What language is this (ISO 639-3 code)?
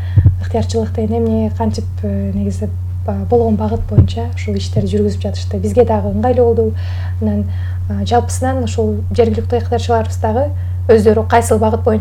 kir